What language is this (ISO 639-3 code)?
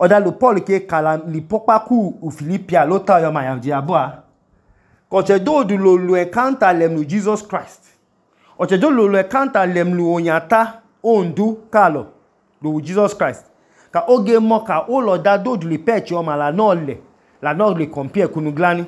idu